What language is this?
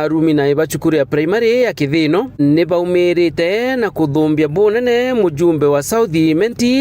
Meru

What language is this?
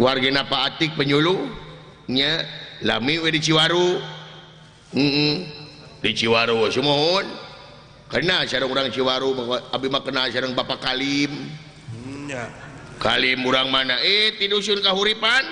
Sundanese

